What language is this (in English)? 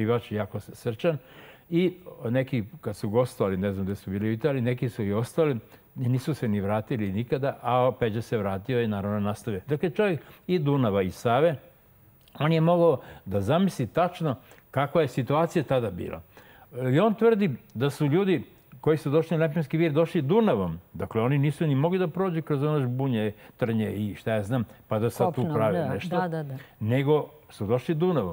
Serbian